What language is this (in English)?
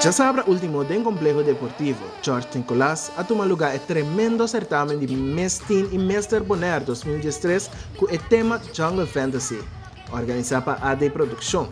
Papiamento